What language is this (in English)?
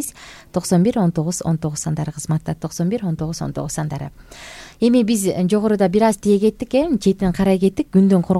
Kyrgyz